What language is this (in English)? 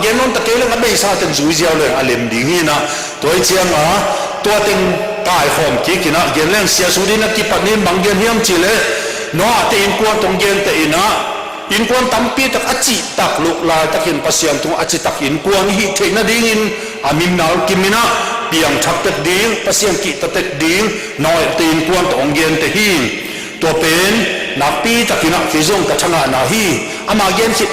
Tedim Chin